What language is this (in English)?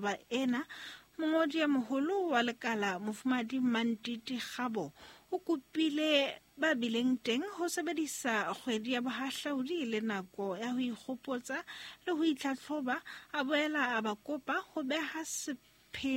Southern Sotho